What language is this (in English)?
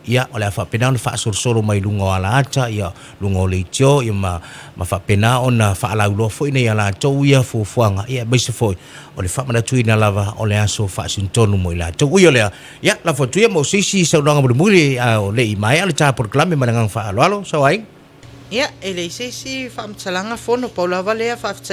Samoan